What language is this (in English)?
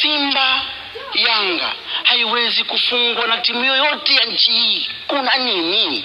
Swahili